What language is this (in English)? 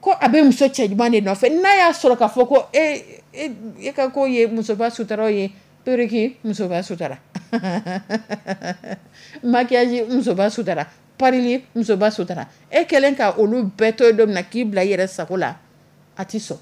Dyula